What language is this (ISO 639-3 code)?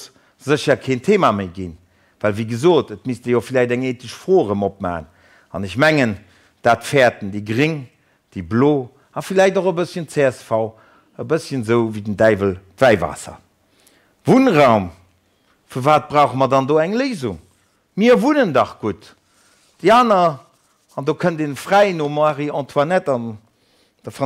ltz